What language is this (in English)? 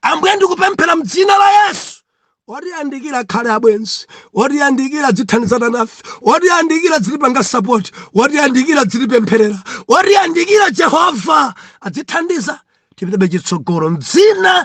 Nyanja